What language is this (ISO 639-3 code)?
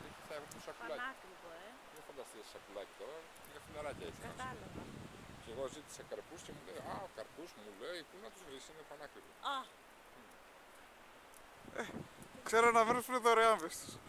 ell